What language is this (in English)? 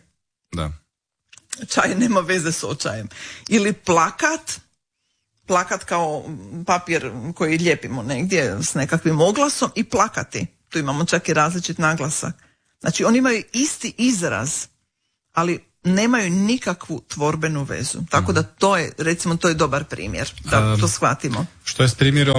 Croatian